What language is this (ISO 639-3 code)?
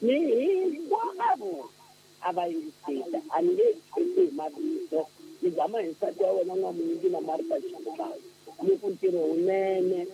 tso